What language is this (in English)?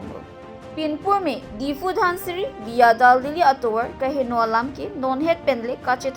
Karbi